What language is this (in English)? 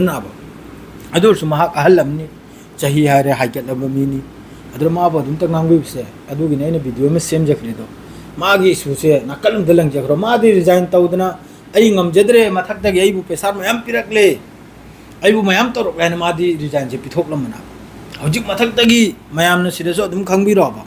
Manipuri